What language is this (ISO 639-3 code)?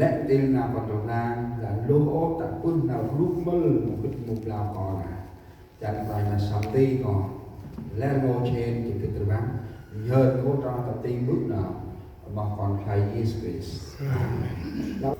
cmo